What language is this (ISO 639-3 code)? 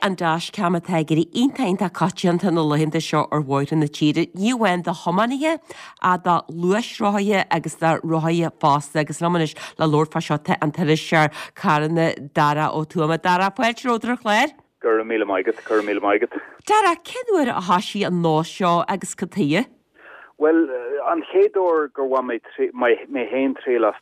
gle